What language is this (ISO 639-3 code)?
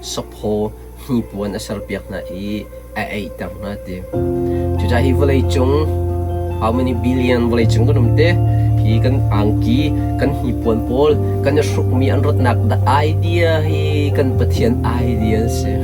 cnh